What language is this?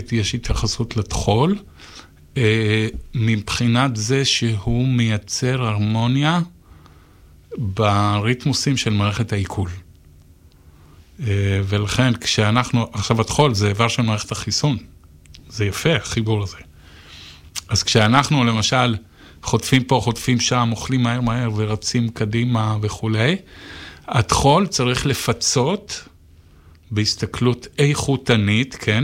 Hebrew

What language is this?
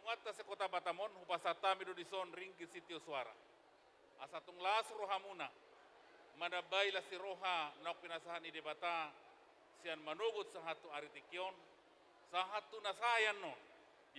Batak Toba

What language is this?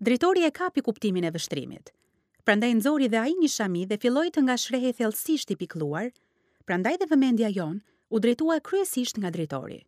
Albanian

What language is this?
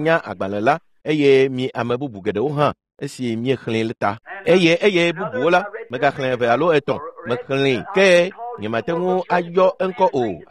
Ewe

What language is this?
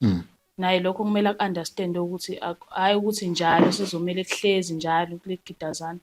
Zulu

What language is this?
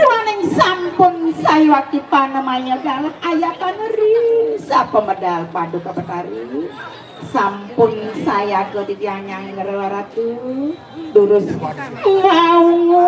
Balinese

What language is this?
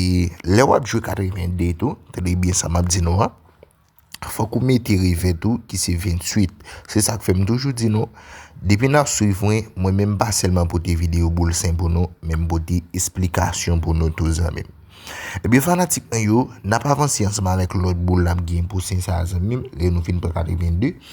Haitian Creole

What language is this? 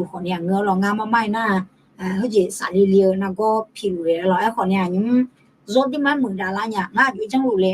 Akha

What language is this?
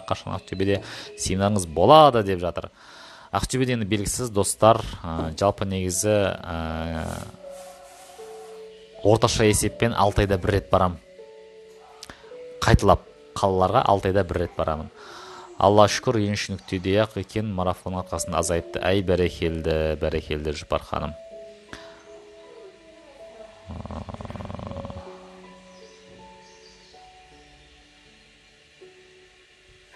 Kazakh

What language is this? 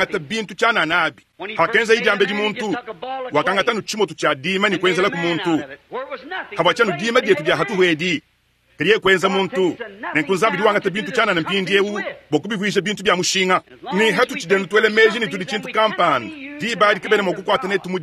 Luba-Lulua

